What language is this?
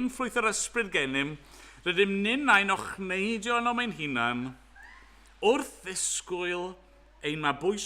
Welsh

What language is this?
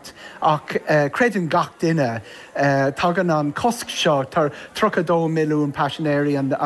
Irish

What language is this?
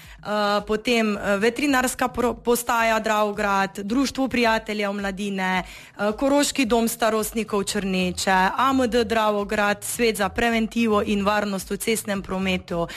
Slovenian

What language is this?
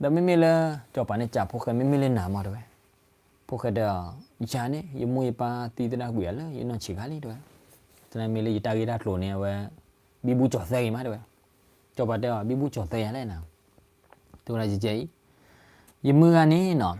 S'gaw Karen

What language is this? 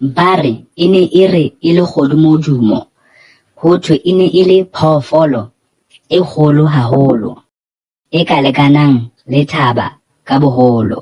Southern Sotho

